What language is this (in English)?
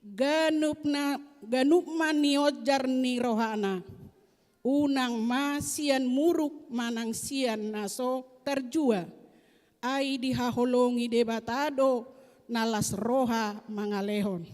Batak Toba